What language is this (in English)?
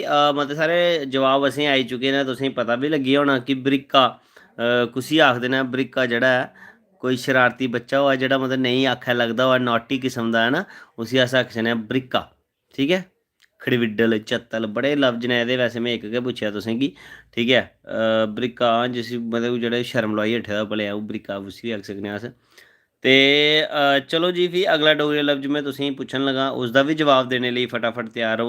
Dogri